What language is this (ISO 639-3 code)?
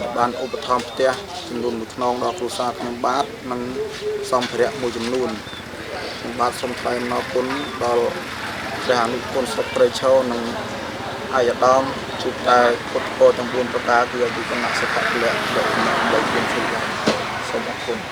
khm